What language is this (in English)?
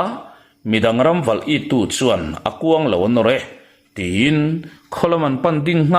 Mizo